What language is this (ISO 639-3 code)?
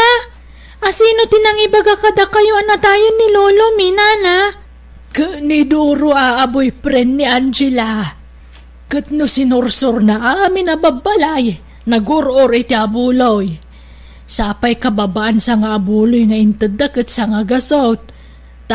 ilo